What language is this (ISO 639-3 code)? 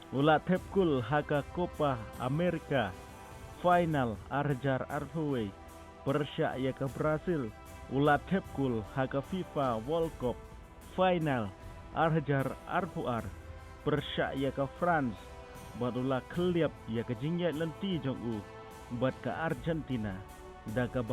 kha